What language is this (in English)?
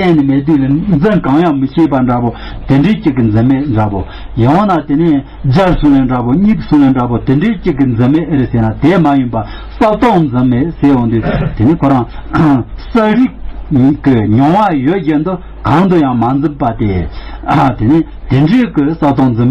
Tibetan